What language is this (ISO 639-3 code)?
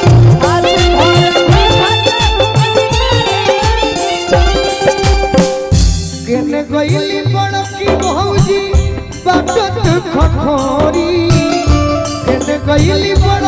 bho